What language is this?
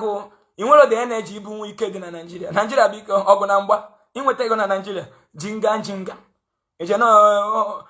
Igbo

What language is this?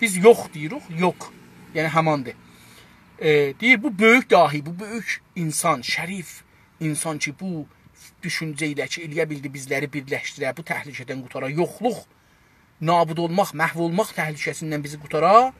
South Azerbaijani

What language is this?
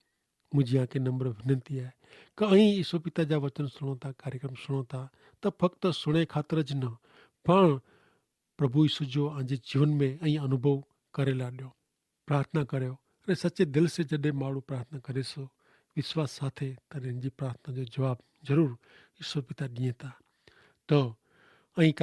Kachhi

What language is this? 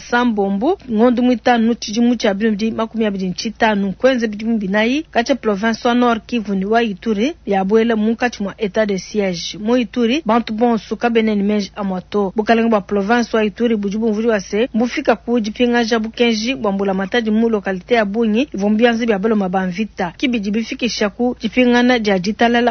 Luba-Lulua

